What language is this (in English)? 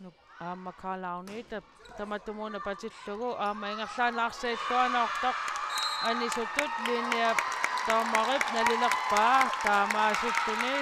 Kalaallisut